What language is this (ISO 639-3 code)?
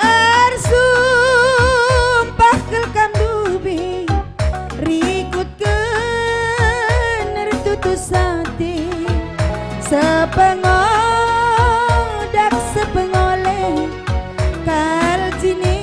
btx